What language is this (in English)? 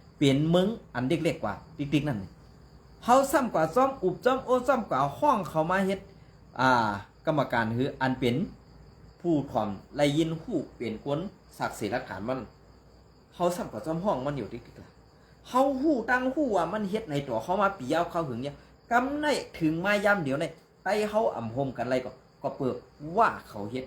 Shan